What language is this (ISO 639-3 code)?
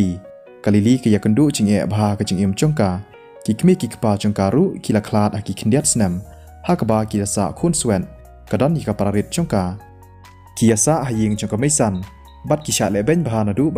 kha